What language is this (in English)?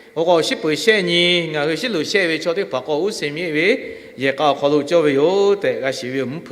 Lahu